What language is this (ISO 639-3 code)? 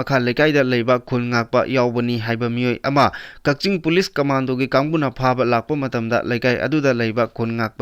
mni